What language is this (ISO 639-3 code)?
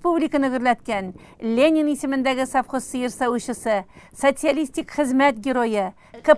tat